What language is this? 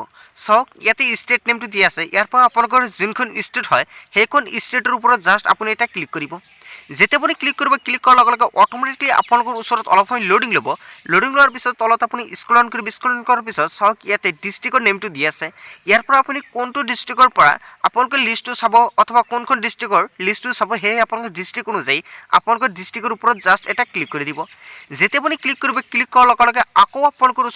Assamese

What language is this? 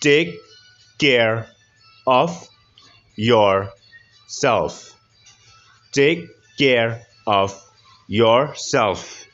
Khasi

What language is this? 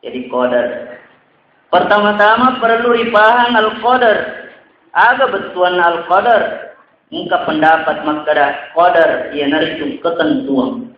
Buginese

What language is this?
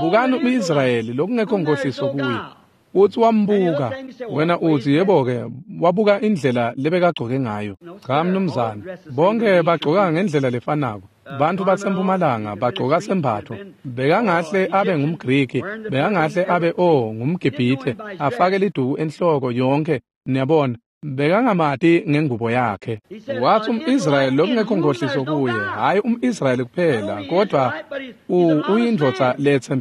Swati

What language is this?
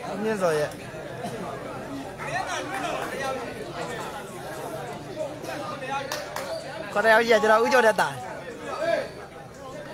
Burmese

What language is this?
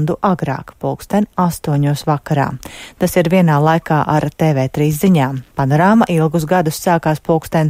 Latvian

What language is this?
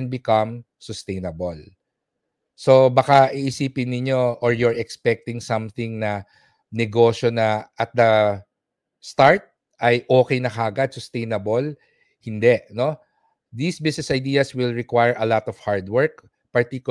Filipino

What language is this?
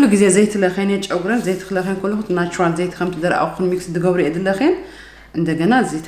Tigrinya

